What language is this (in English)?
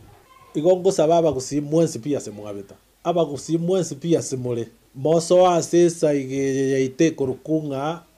Gusii